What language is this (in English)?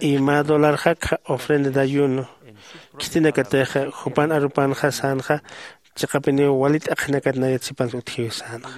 Aymara